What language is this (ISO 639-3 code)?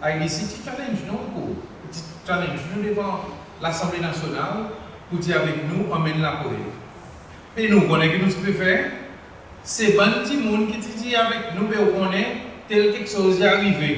crs